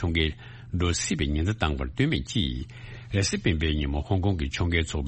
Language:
Tibetan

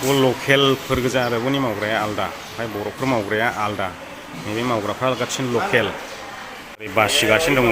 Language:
Bodo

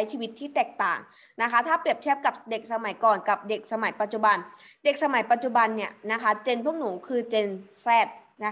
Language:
Thai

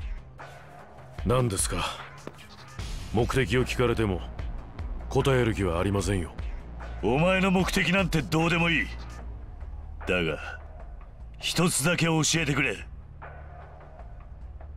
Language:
Japanese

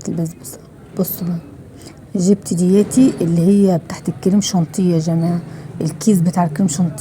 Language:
Egyptian Arabic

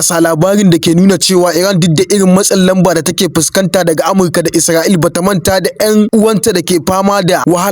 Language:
Hausa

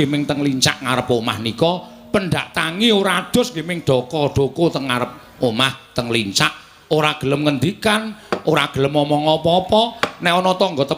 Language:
Javanese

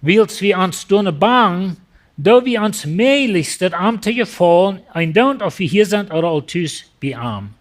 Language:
Plautdietsch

